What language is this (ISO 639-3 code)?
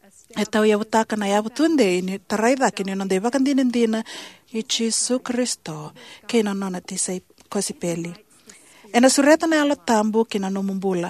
fij